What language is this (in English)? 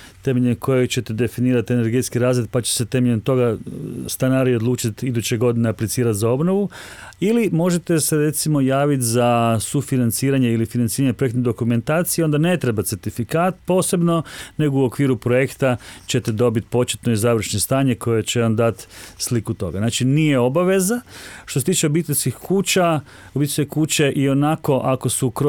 Croatian